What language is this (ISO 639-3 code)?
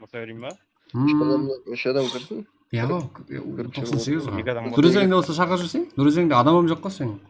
kaa